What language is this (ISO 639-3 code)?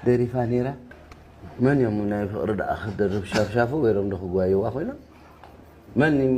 tir